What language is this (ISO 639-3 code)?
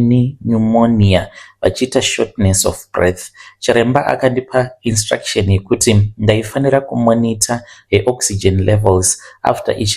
sna